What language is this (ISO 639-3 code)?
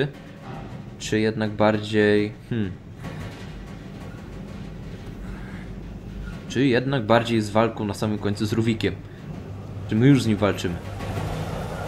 pol